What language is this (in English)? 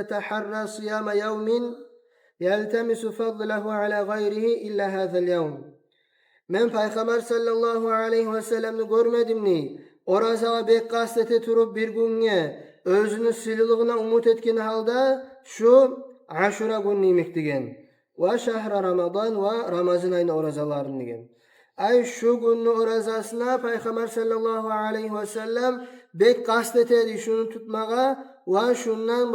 Kumyk